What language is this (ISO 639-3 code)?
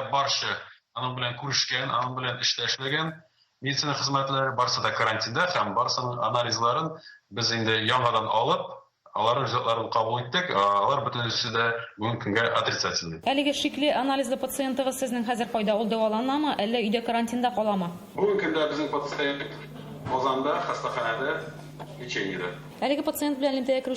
tat